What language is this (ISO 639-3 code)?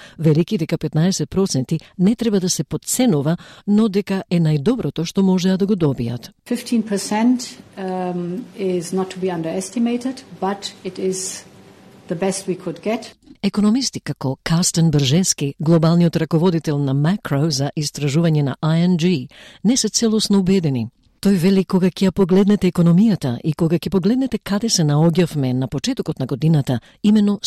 mkd